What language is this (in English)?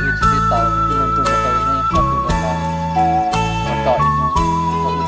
Hmong